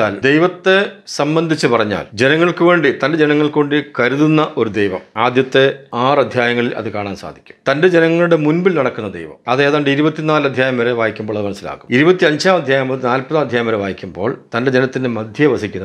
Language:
Malayalam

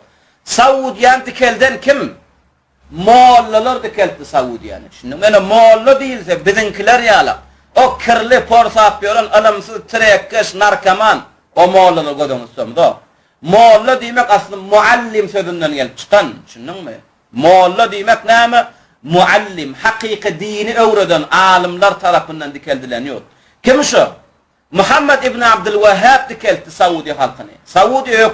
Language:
Turkmen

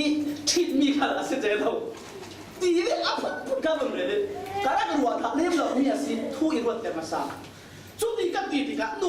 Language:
Falam Chin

